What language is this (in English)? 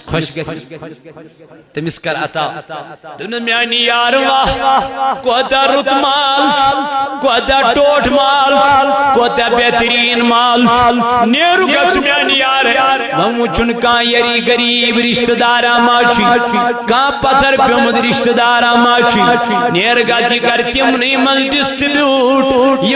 Kashmiri